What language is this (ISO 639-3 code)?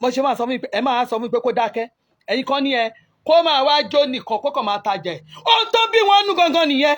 yor